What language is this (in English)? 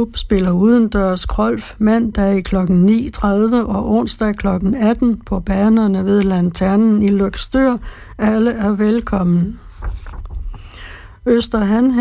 Danish